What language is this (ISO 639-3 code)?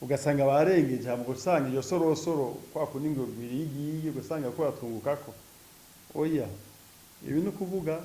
run